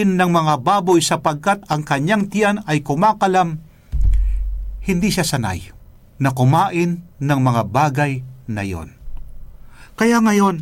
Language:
Filipino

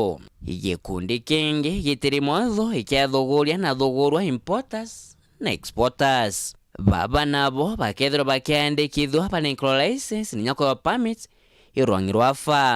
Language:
Meru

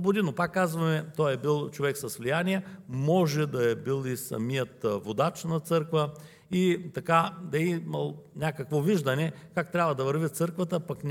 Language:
Bulgarian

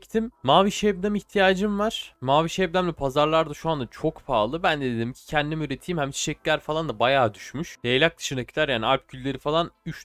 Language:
Turkish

